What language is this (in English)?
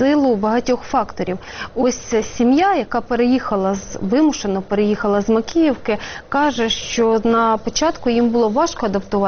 Ukrainian